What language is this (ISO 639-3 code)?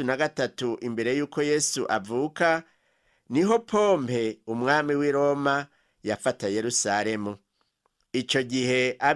run